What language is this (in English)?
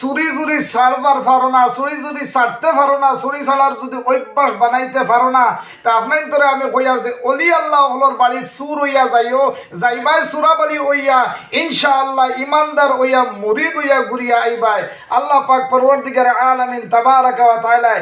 Sylheti